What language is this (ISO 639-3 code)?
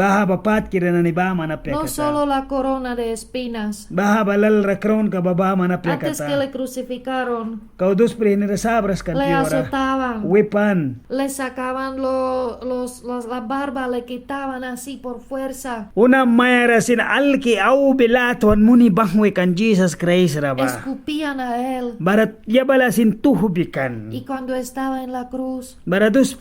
miq